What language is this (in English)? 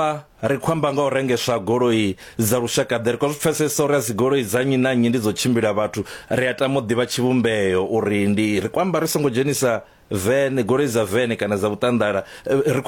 Venda